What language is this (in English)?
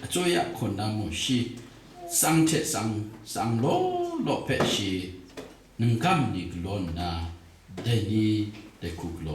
Kachin